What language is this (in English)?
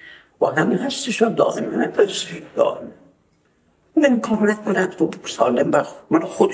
Persian